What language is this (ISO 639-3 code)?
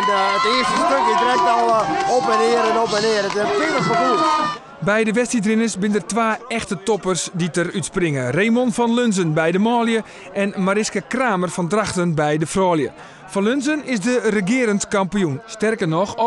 fry